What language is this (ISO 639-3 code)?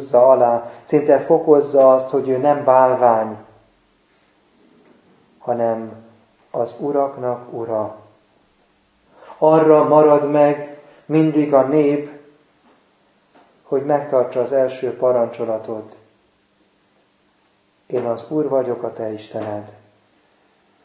hun